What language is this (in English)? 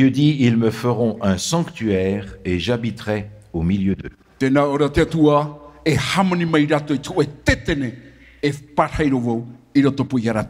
Tahitian